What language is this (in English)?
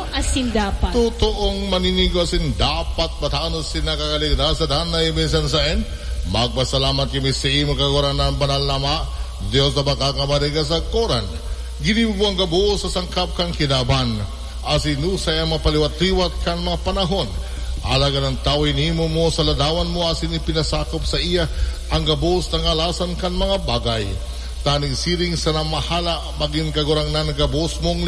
Bikol